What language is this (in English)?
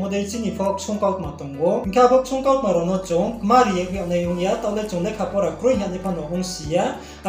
Riang (India)